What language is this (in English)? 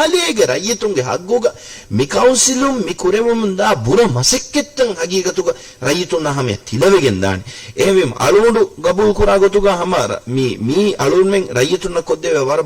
Divehi